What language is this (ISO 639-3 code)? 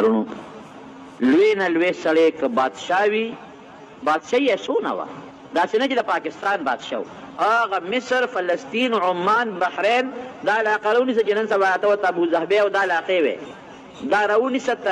pus